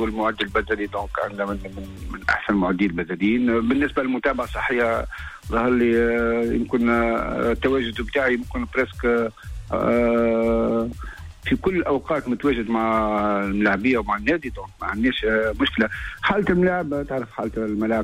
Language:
Tunisian Arabic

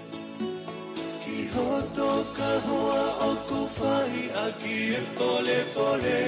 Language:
Tongan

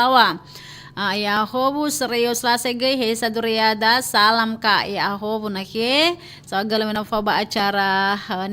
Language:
Nias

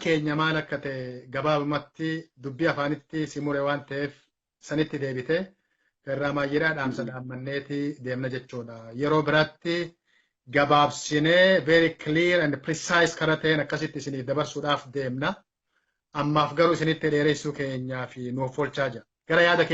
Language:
Oromo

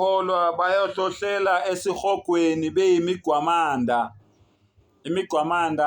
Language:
Zulu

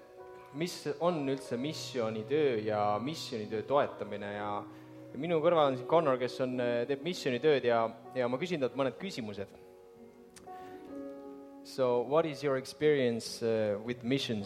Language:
Estonian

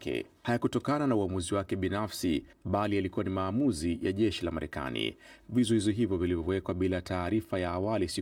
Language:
Swahili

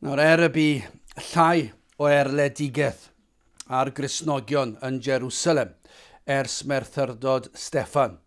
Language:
Welsh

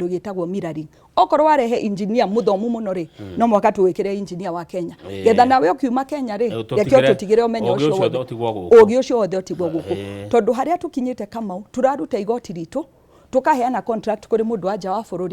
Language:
Kikuyu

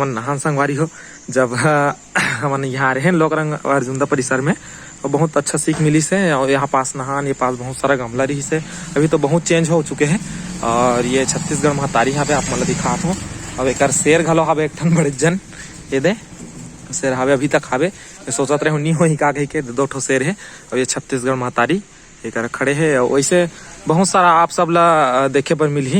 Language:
Chhattisgarhi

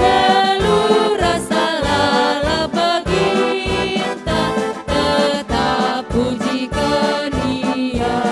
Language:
Batak Karo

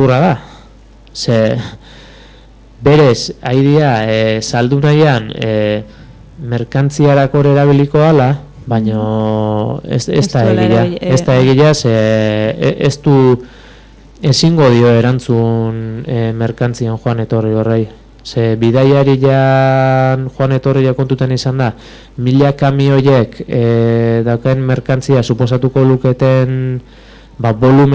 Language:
Basque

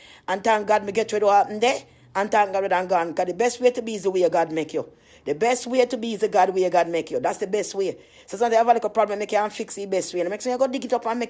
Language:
Jamaican Creole English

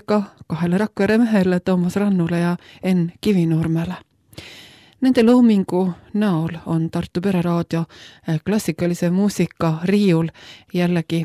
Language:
Estonian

